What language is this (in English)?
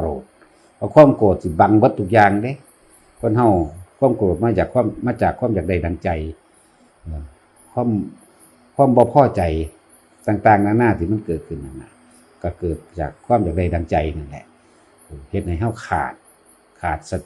Northeastern Thai